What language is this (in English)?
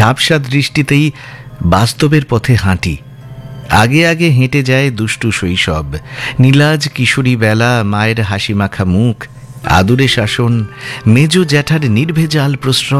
Bangla